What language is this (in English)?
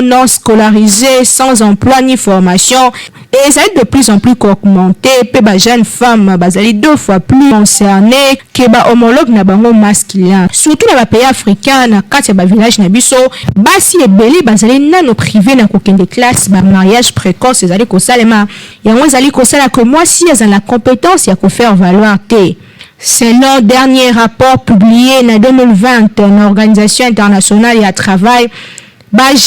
Lingala